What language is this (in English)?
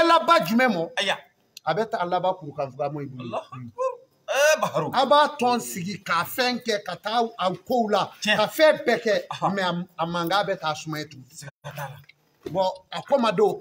Bambara